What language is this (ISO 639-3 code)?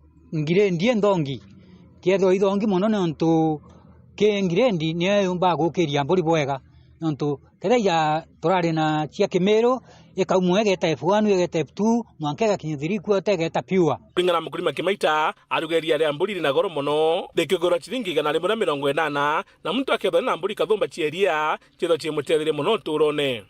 mer